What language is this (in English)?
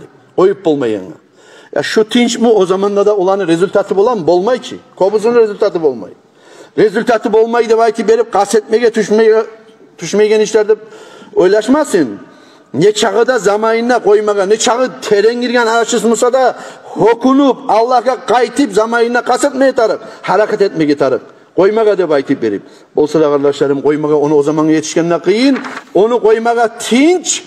Kumyk